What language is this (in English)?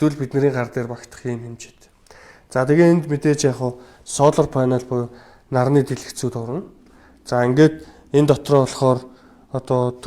Mongolian